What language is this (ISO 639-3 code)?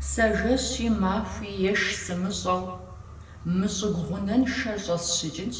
kbd